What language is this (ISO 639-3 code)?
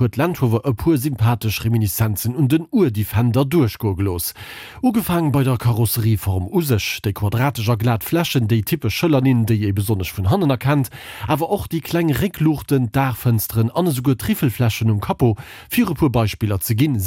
ltz